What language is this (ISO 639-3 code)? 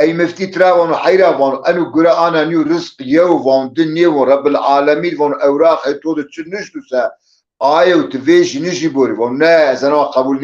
zza